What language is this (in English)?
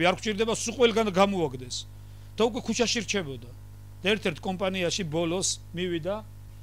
Georgian